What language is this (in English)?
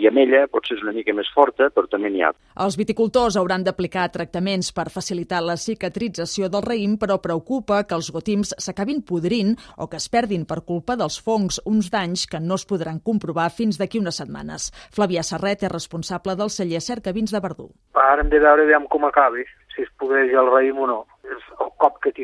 Catalan